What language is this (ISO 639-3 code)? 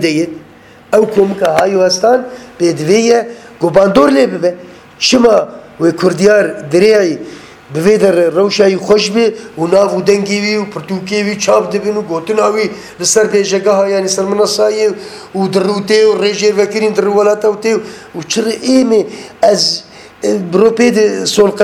kur